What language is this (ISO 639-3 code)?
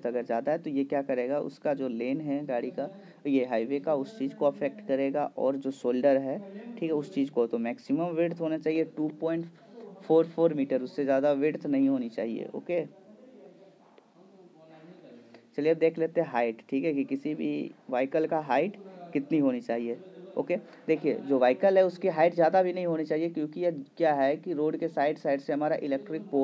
hin